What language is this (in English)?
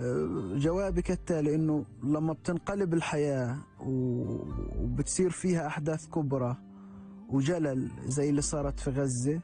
North Levantine Arabic